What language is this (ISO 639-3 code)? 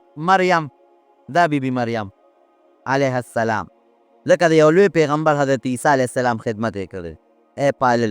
pus